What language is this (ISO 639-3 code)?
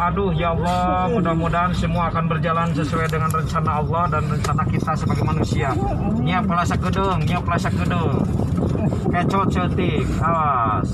sun